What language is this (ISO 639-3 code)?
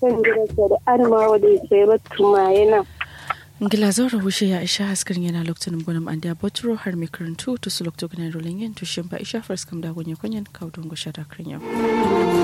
kau